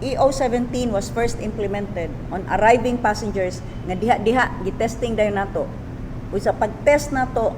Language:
Cebuano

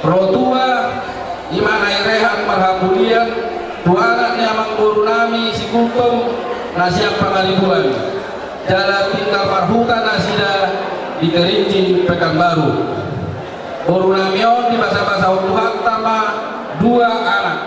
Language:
Batak Toba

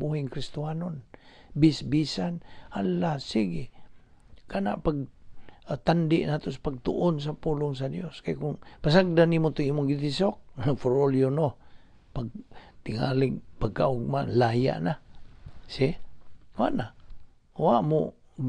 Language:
Cebuano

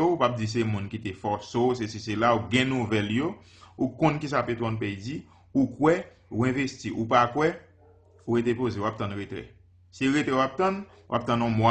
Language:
Haitian Creole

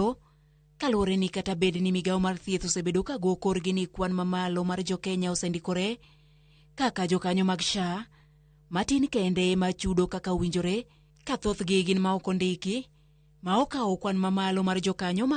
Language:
Luo (Kenya and Tanzania)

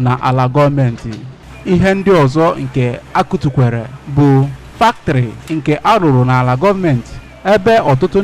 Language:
Igbo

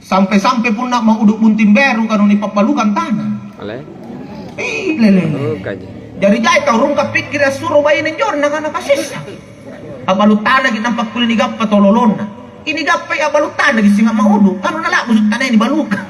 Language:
Makasar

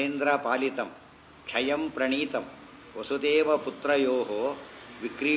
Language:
Kannada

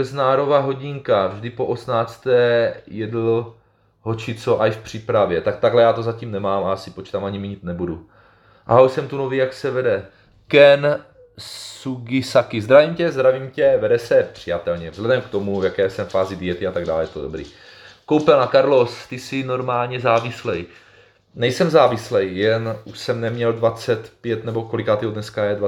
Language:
Czech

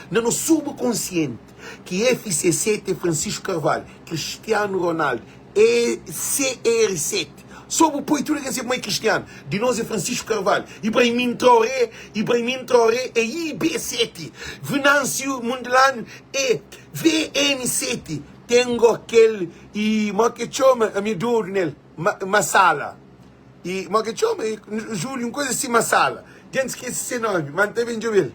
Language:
Kabuverdianu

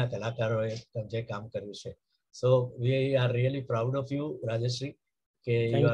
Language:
Gujarati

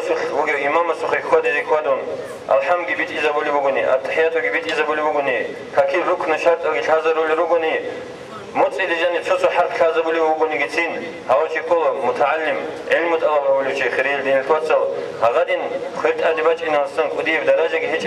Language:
Avaric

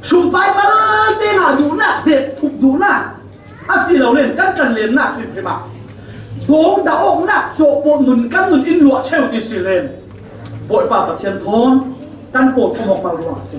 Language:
Falam Chin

